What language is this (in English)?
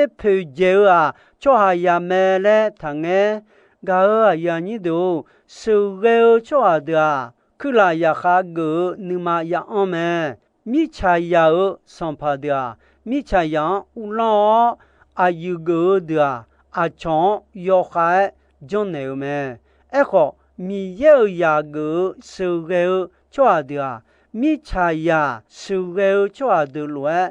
Akha